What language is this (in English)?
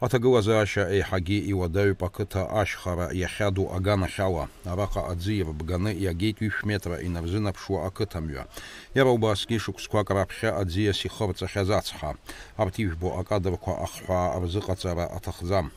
Abkhazian